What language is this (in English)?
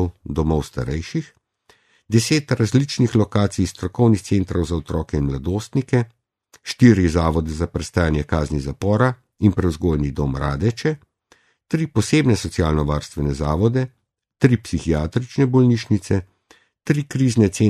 Slovenian